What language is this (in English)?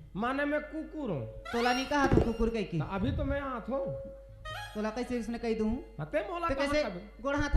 Chhattisgarhi